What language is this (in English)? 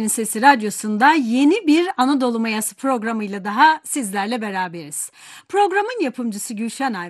Turkish